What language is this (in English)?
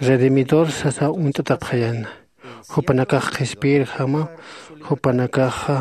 Aymara